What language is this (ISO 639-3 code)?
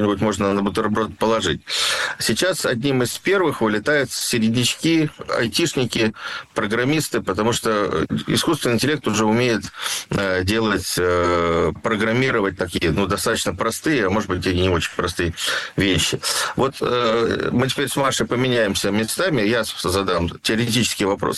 rus